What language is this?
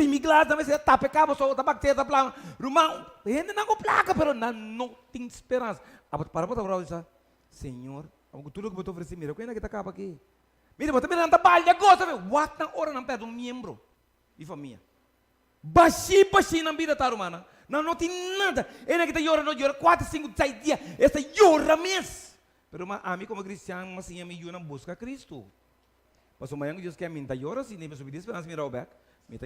Papiamento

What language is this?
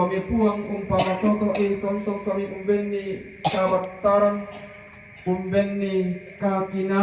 Toraja-Sa'dan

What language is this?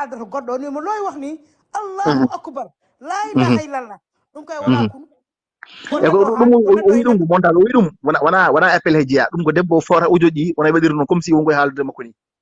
Fula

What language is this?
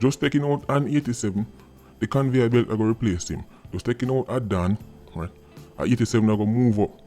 Jamaican Creole English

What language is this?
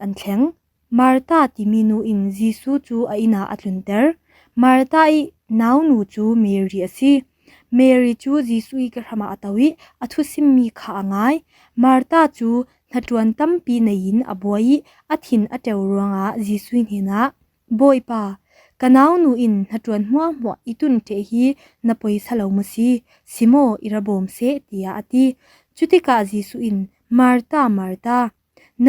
Falam Chin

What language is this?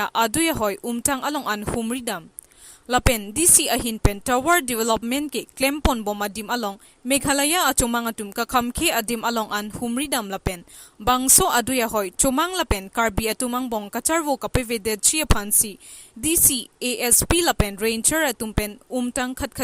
Karbi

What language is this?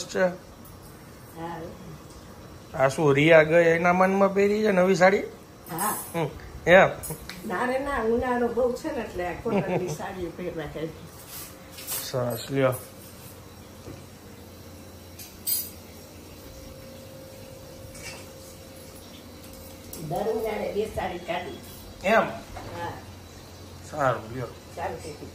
Gujarati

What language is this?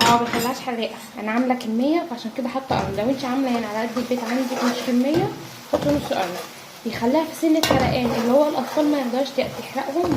Egyptian Arabic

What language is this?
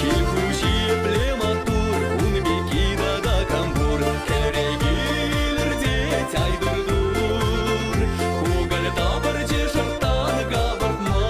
Chuvash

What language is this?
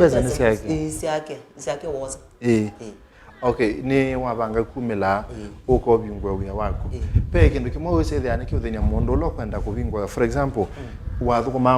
Kamba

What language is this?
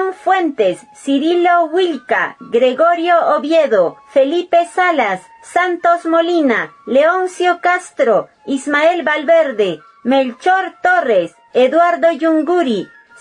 Quechua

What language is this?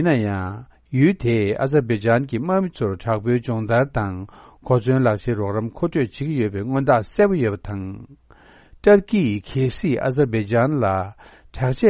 Tibetan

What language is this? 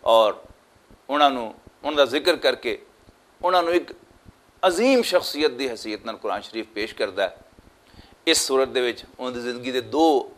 Western Panjabi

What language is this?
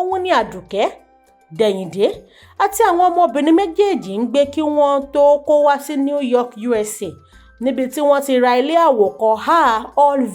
Yoruba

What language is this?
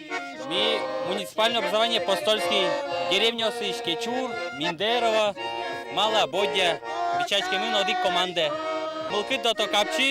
Udmurt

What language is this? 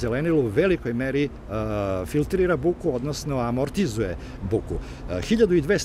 Serbian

